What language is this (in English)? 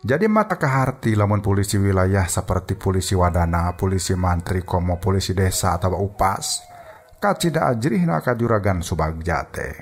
Sundanese